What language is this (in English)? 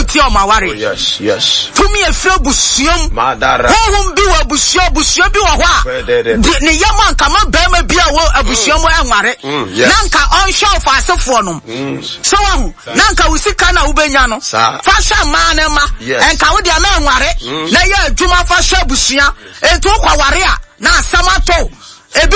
Akan